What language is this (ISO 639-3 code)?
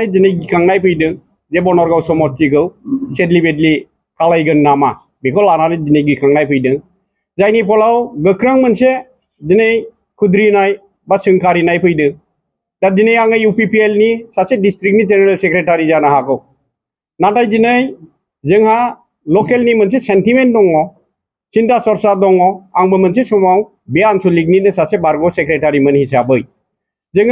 brx